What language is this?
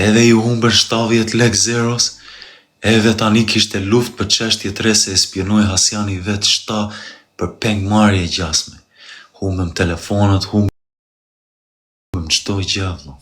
Albanian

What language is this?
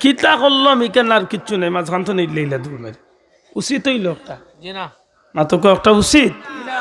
Sylheti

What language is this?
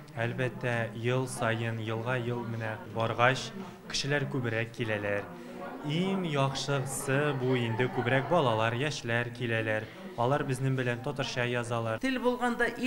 Tatar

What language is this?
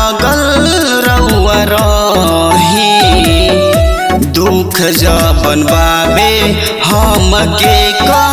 Bhojpuri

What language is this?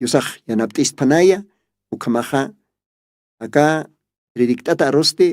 Aymara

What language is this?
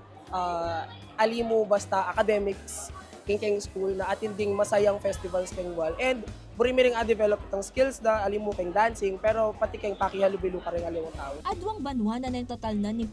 Pampanga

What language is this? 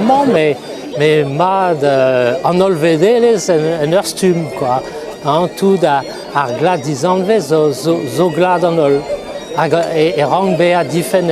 Breton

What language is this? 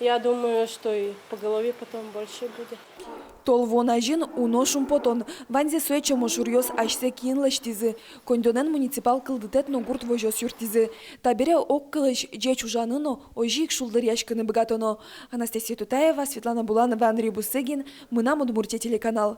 Udmurt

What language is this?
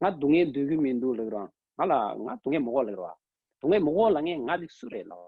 Tibetan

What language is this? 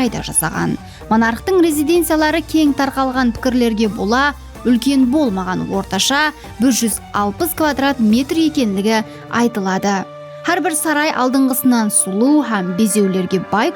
Kara-Kalpak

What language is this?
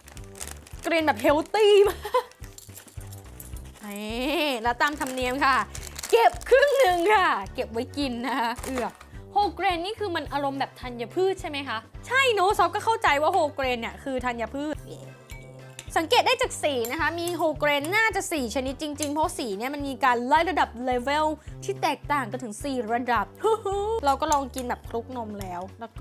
Thai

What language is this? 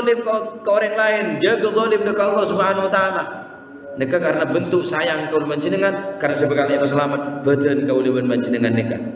Madurese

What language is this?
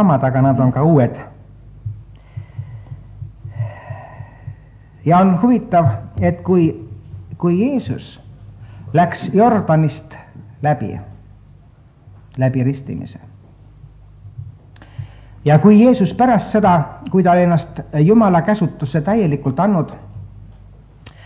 Estonian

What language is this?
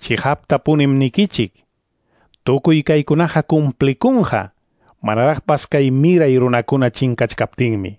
Quechua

